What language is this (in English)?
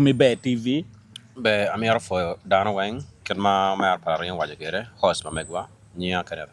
Acoli